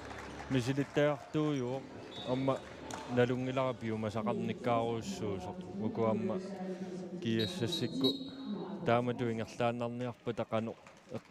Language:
Kalaallisut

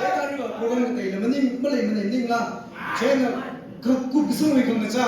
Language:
Tangkhul Naga (India)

